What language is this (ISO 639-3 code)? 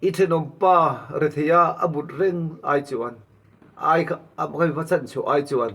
lus